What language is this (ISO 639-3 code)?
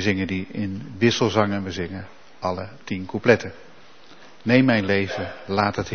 nld